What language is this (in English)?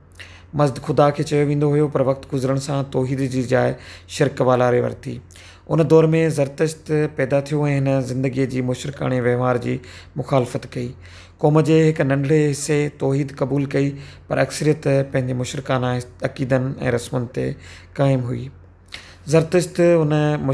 Sindhi